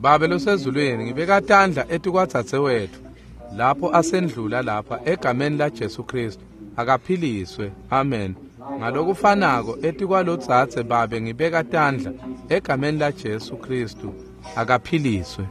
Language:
Swati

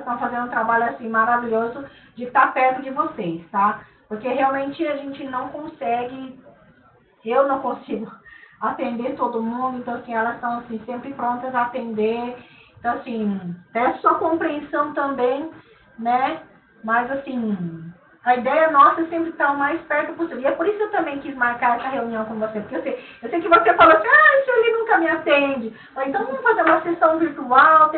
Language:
Portuguese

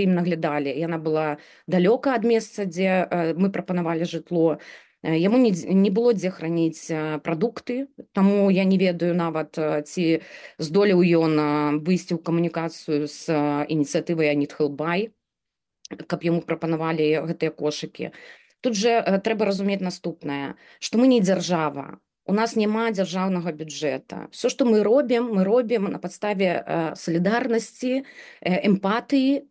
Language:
Belarusian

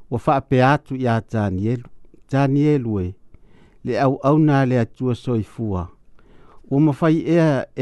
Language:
Samoan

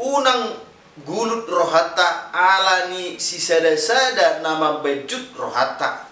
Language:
Batak Toba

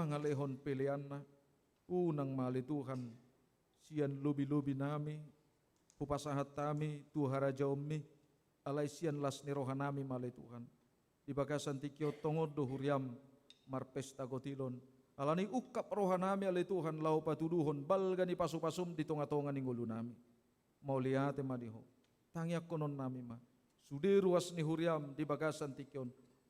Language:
Batak Toba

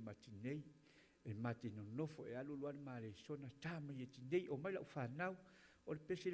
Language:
Samoan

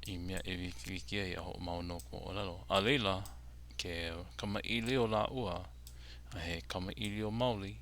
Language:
Hawaiian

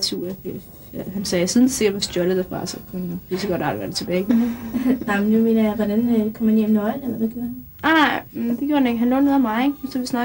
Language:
Danish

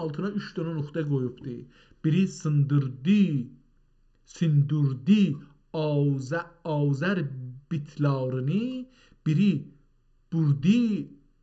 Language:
South Azerbaijani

